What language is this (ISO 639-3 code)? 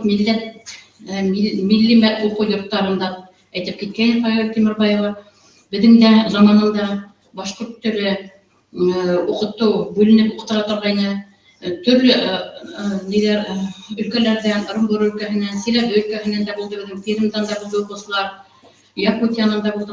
bak